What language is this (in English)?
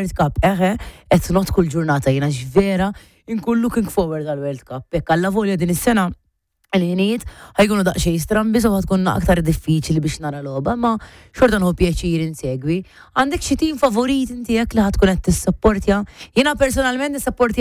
Maltese